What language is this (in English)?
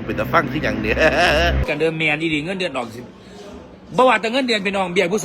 Northeastern Thai